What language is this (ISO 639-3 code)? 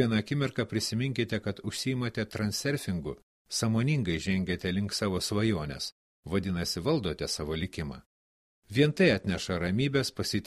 lit